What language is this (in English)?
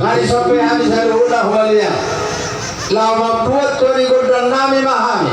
Batak Toba